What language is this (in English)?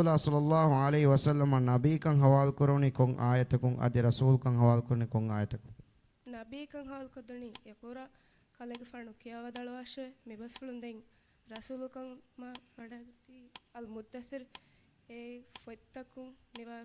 Divehi